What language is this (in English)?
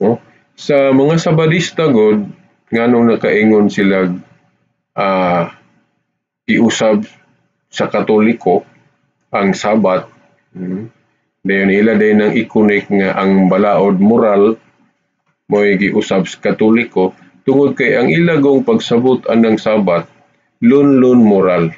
Cebuano